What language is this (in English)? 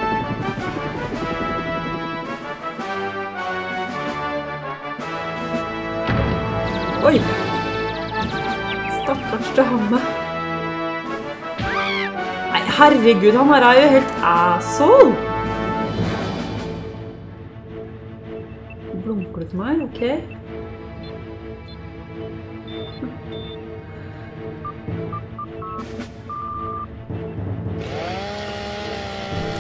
Norwegian